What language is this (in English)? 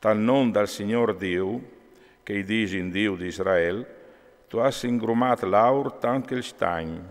Friulian